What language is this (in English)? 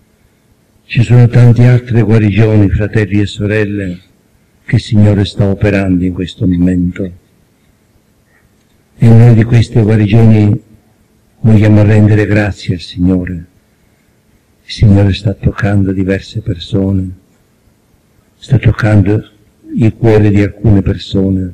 Italian